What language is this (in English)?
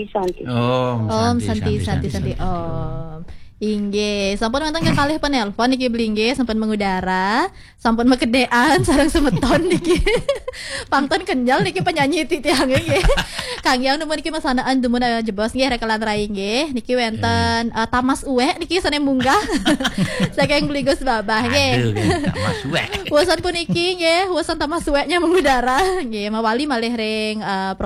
Balinese